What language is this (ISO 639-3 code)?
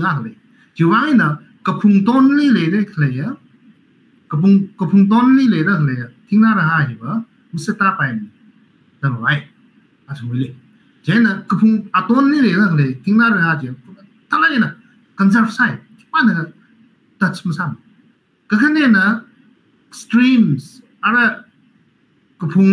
nmf